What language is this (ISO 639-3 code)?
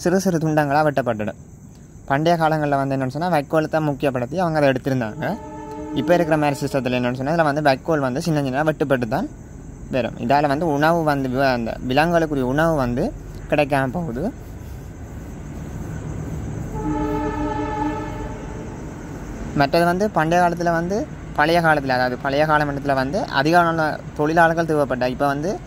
tam